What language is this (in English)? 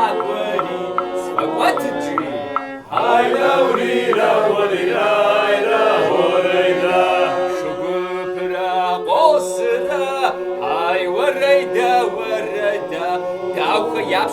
Kabardian